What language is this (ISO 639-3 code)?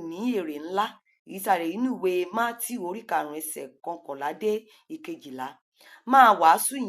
yor